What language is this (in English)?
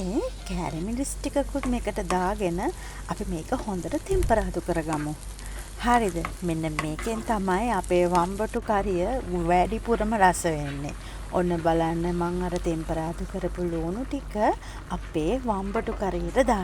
Sinhala